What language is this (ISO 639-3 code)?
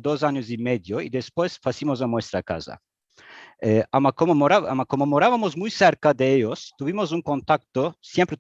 lad